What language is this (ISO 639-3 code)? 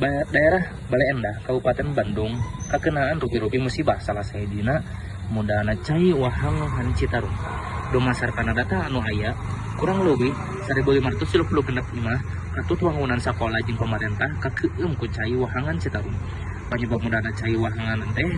sun